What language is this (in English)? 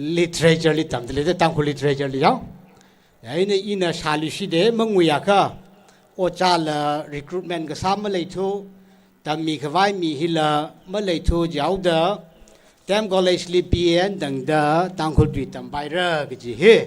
Tangkhul Naga (India)